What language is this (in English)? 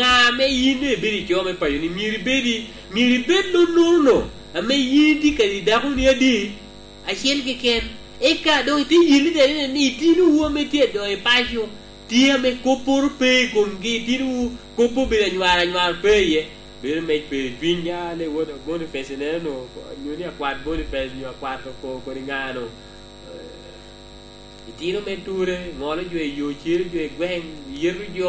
Lango (Uganda)